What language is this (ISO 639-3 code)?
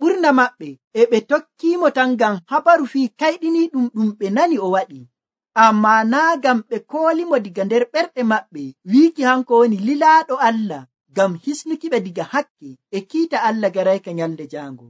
fuv